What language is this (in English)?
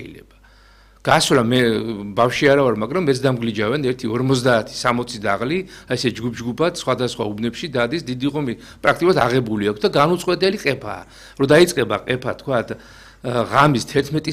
Georgian